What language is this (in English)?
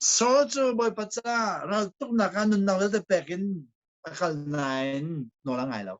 Hakha Chin